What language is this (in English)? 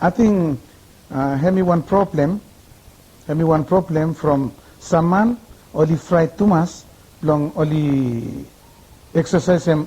Bislama